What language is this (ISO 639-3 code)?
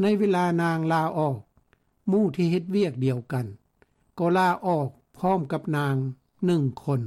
lao